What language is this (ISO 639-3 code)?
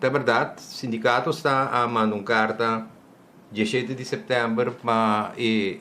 pap